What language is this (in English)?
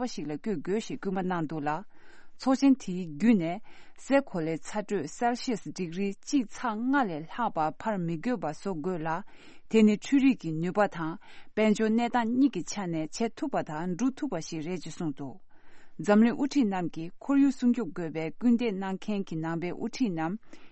Tibetan